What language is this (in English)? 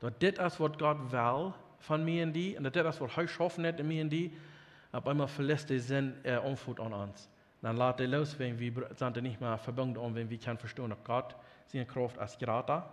Plautdietsch